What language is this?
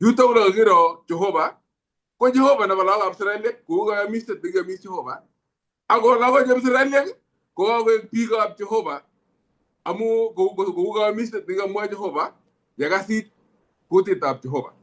Kalenjin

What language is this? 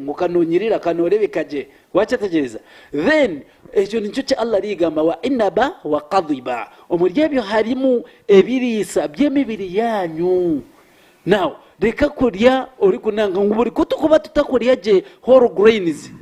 Nyankole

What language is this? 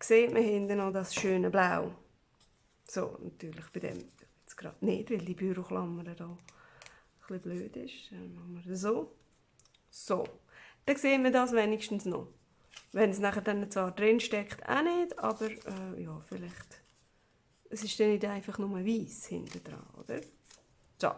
Swiss German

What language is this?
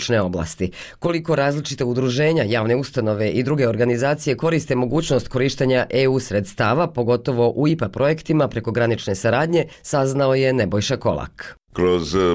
Bosnian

